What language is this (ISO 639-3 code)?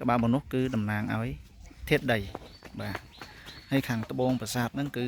khm